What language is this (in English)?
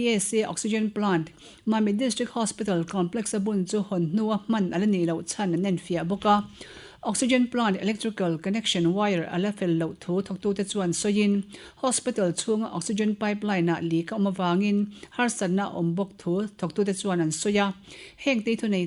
Mizo